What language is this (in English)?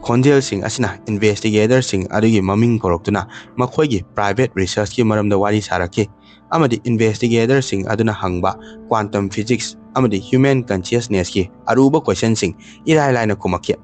Manipuri